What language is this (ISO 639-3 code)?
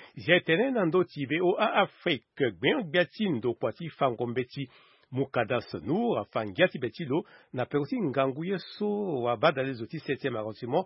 sag